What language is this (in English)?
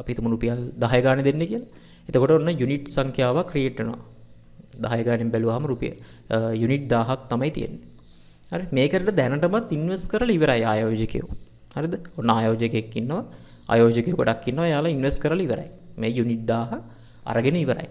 Sinhala